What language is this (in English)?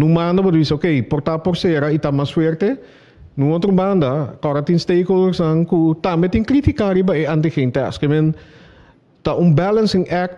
Papiamento